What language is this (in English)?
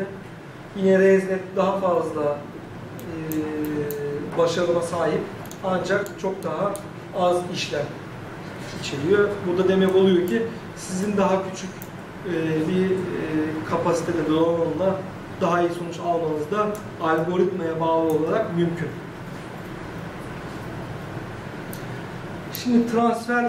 Turkish